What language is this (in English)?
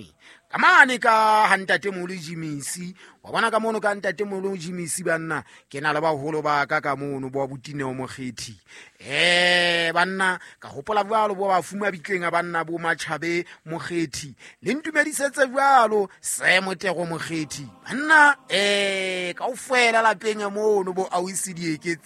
Southern Sotho